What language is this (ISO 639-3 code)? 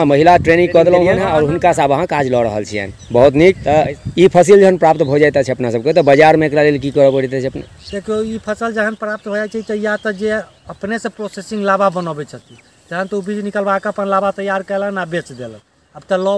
mai